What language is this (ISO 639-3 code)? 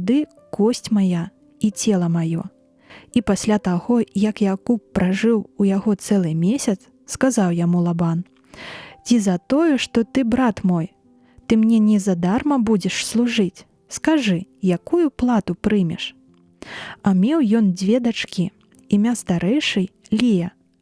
bel